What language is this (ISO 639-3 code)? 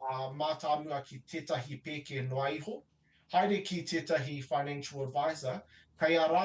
mri